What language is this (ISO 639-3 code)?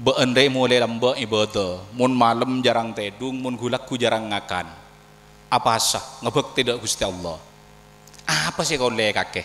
mad